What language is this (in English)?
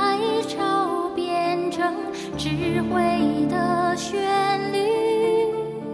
Chinese